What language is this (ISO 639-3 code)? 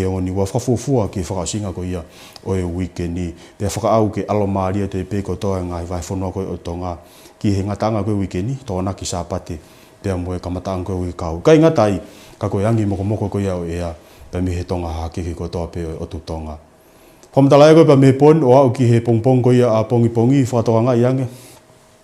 ton